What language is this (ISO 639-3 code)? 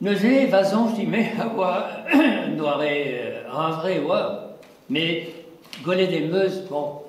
bre